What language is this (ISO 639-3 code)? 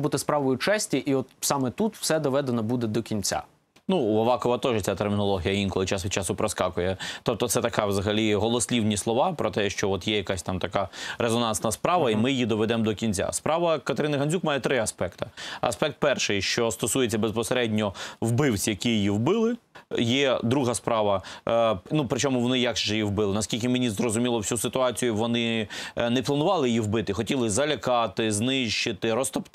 ukr